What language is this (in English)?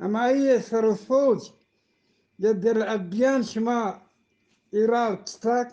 Eastern Balochi